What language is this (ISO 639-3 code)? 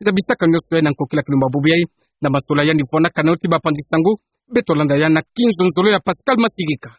ktu